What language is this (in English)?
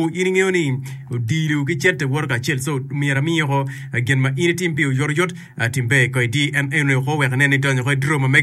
Acoli